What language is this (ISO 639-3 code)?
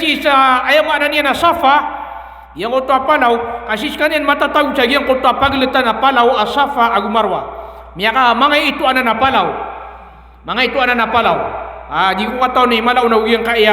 mrw